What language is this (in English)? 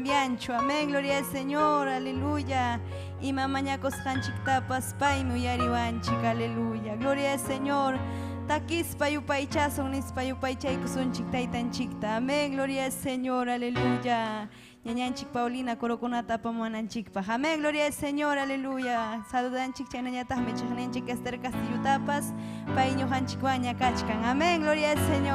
Ayacucho Quechua